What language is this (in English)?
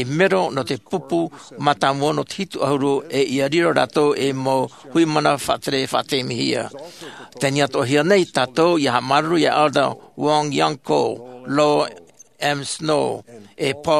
Tahitian